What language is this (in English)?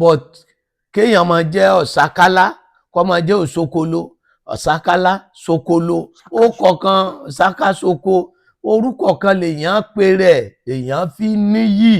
Yoruba